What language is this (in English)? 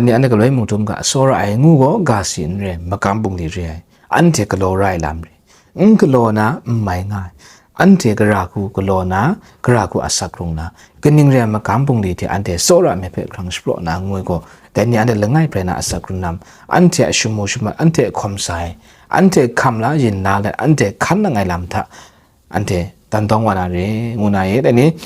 Kachin